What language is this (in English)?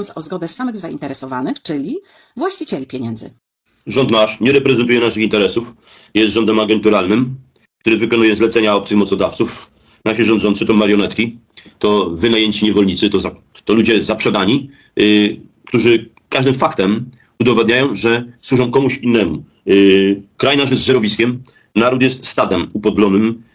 Polish